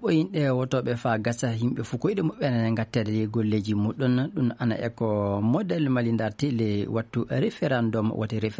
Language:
Maasina Fulfulde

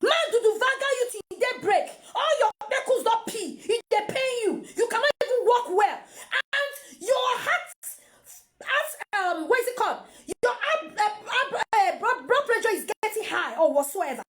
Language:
Nigerian Pidgin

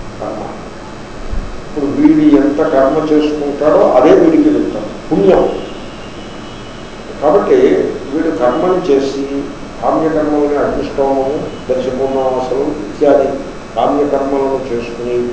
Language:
Telugu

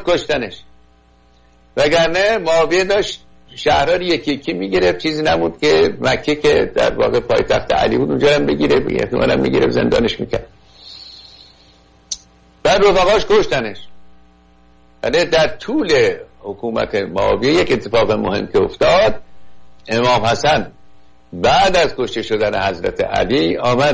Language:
Persian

